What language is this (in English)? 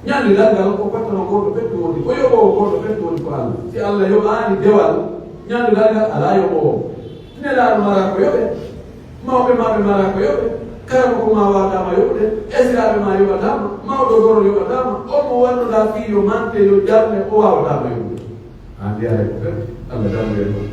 Pular